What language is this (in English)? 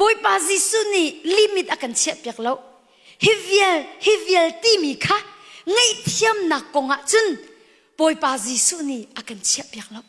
Hakha Chin